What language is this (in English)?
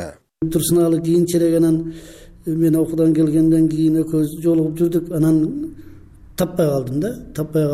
Kyrgyz